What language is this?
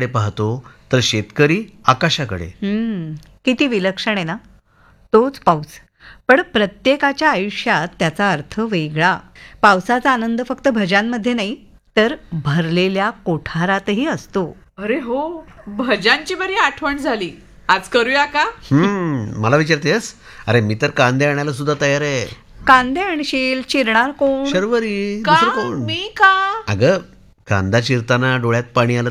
Marathi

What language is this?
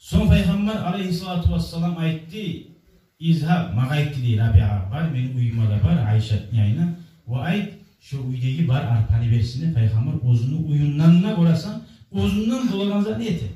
Kumyk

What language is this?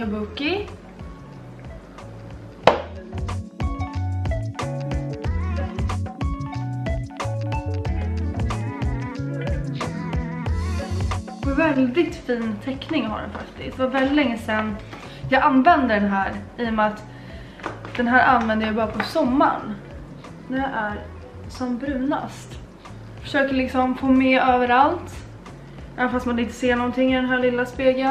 Swedish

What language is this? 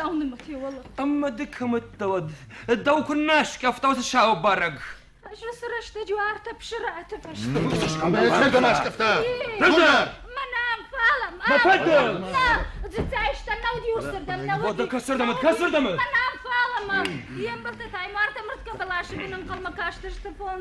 Ossetic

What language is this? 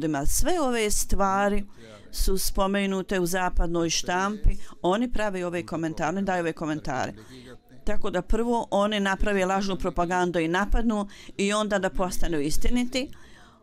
Bosnian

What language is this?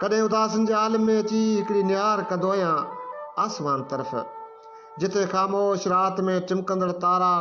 Sindhi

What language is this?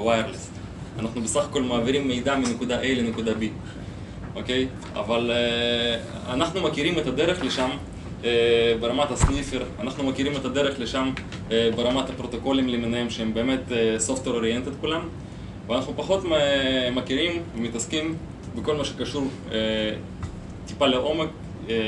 Hebrew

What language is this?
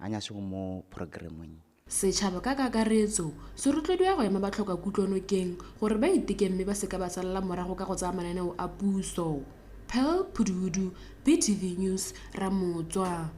Tswana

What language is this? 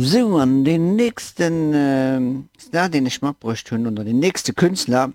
Luxembourgish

